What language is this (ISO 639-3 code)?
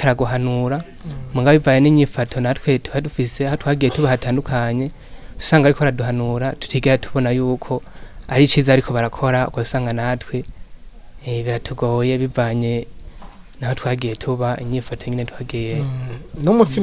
run